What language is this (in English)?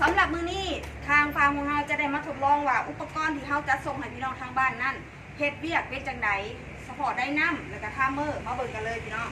Northeastern Thai